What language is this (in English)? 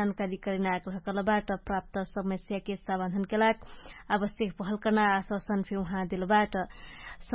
Dangaura Tharu